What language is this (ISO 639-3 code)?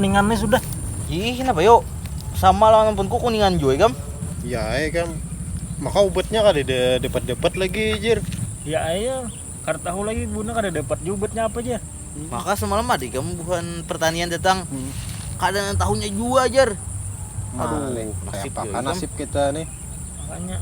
bjn